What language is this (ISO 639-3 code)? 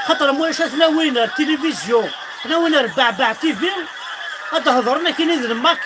kab